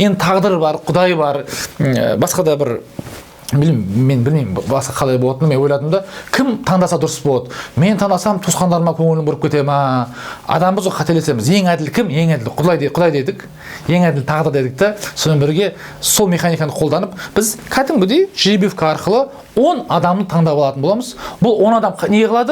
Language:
Kazakh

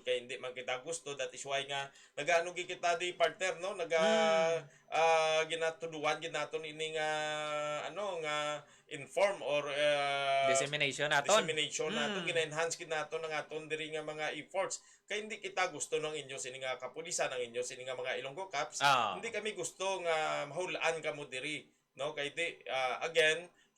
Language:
Hiligaynon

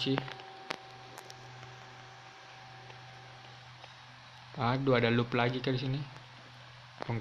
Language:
Indonesian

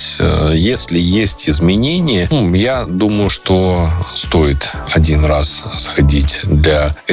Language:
Russian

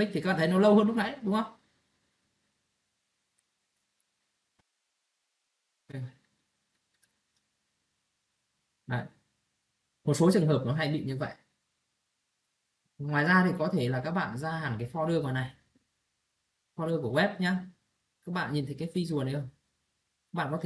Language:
Vietnamese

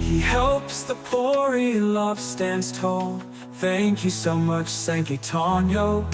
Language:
Waray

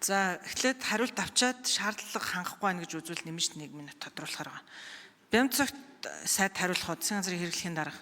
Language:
Mongolian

